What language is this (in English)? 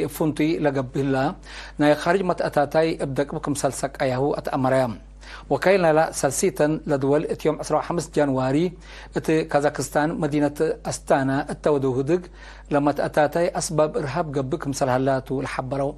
Tigre